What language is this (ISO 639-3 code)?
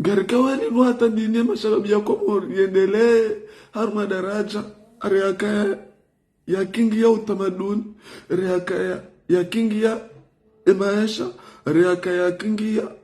zdj